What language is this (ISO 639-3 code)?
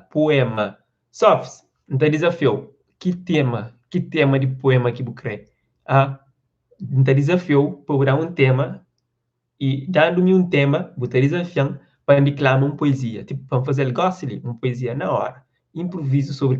kea